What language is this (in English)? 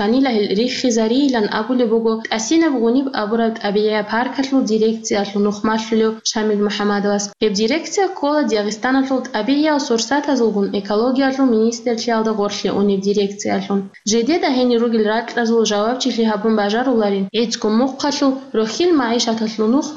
Avaric